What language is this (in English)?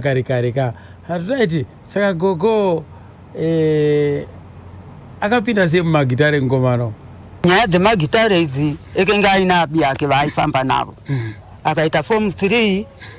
Shona